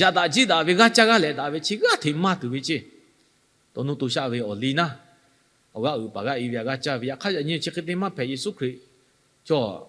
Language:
Lahu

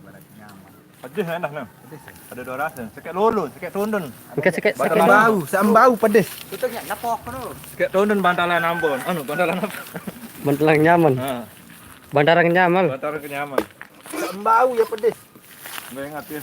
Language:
Sasak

